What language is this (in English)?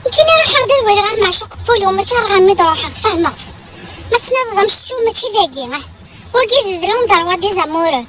Kabyle